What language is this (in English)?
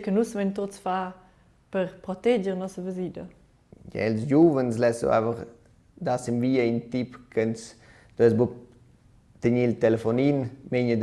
Romansh